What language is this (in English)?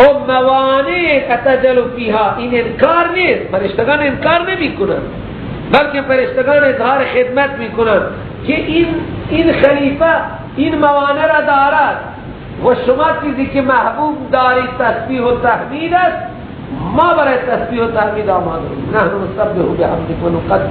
Persian